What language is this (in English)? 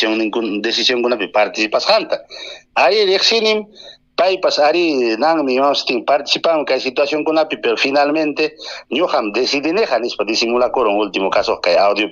Ayacucho Quechua